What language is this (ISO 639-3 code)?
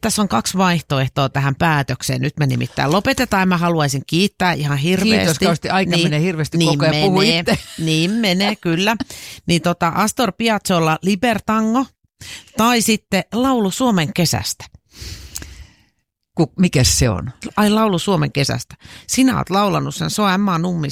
fin